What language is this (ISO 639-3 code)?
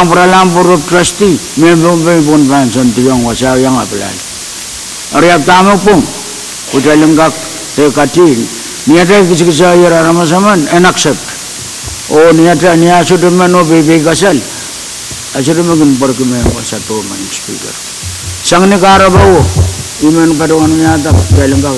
pon